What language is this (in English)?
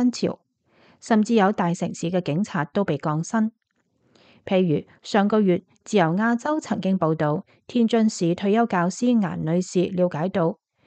Cantonese